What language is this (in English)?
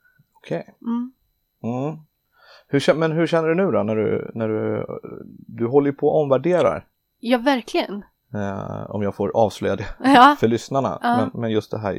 Swedish